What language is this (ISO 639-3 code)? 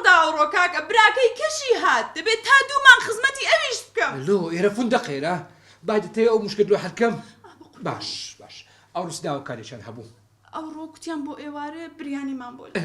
ckb